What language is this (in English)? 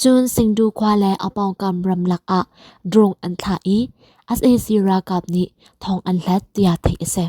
Hakha Chin